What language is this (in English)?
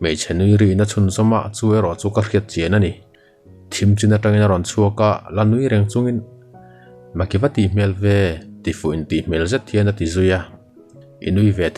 Mizo